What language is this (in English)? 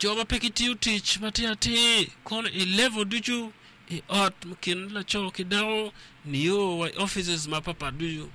Acoli